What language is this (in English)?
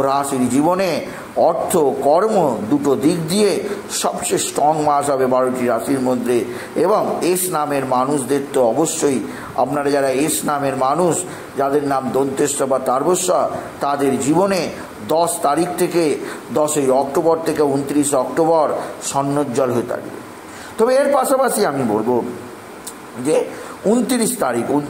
Bangla